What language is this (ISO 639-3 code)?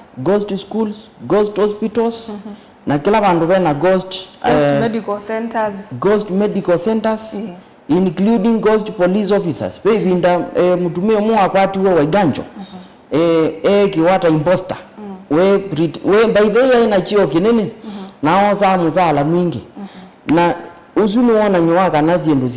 kam